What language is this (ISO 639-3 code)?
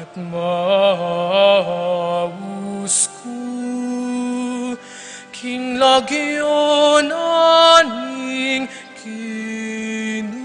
pam